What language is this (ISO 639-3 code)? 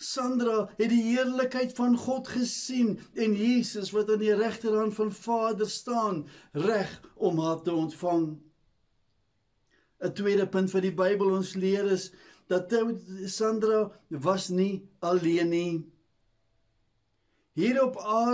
afr